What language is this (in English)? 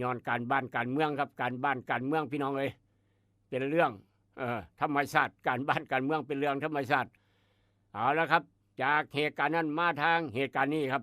Northeastern Thai